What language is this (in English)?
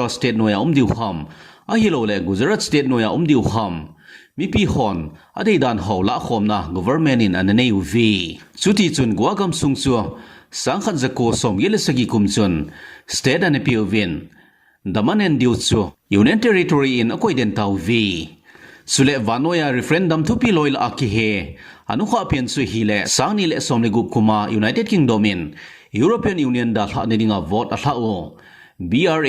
Thado Chin